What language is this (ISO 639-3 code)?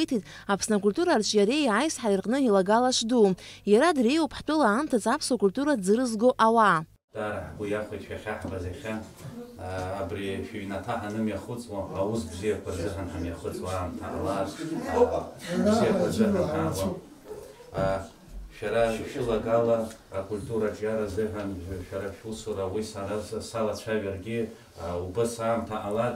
abk